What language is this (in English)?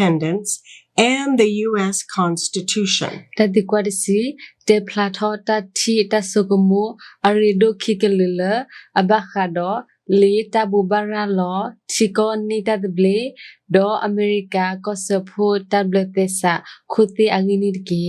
S'gaw Karen